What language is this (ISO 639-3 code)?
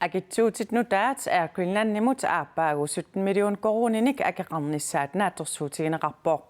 kal